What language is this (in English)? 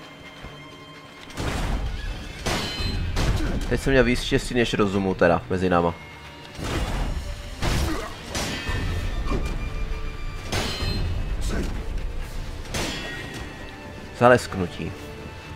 Czech